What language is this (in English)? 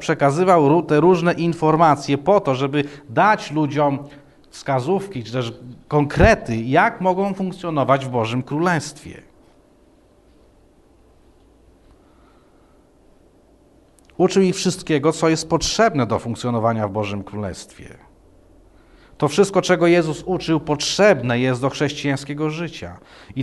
Polish